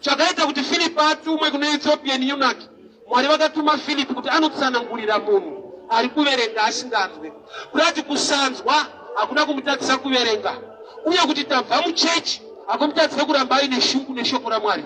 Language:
Shona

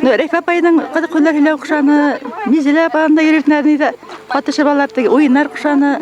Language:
Bashkir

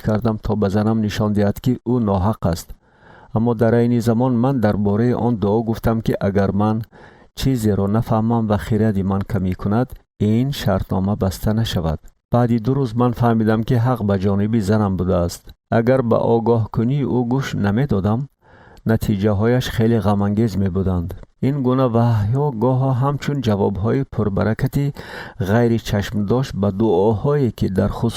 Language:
Tajik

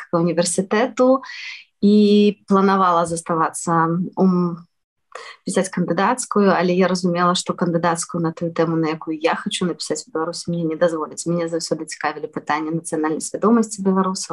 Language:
Belarusian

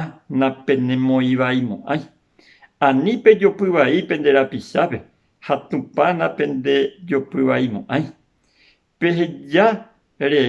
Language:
Guarani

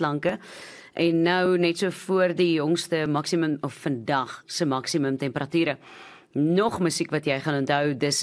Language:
Afrikaans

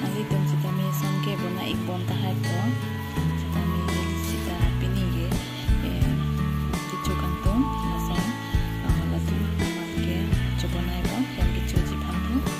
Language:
Karbi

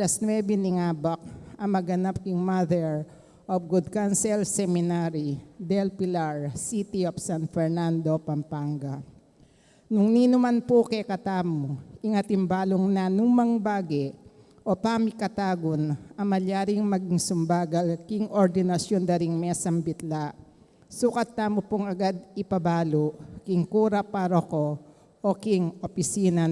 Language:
Pampanga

